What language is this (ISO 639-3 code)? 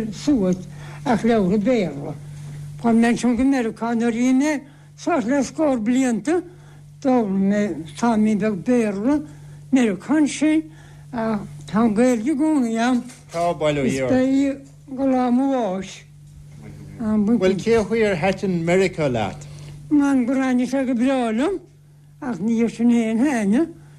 gle